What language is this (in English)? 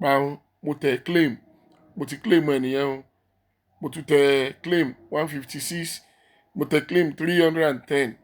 Yoruba